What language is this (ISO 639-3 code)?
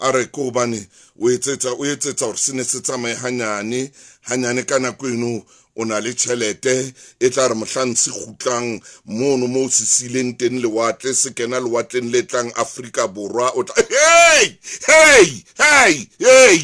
sot